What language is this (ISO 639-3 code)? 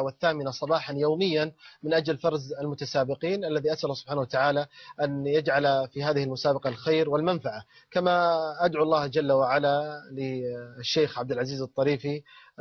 ara